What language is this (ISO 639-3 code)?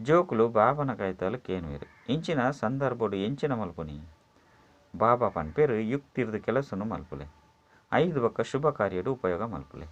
tcy